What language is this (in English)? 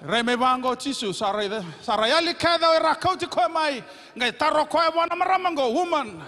Fijian